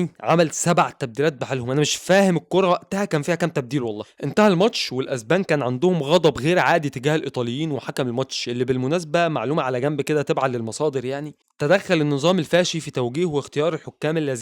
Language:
Egyptian Arabic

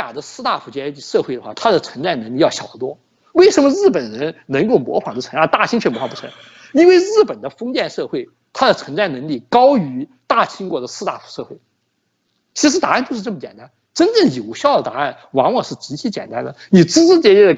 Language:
Chinese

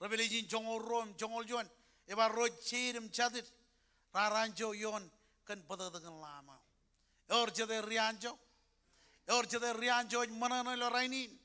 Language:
Marshallese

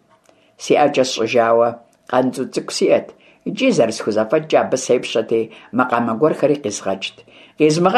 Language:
Kabardian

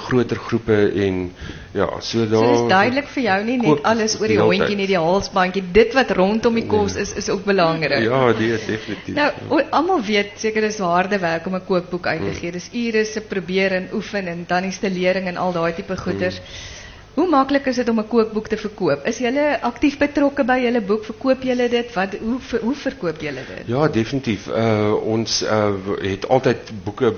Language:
Afrikaans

